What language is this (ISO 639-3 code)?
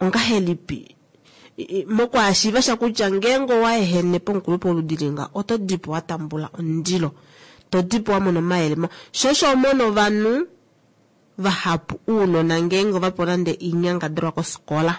kua